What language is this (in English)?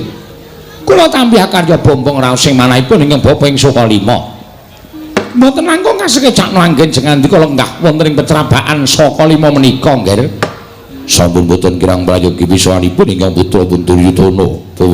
Javanese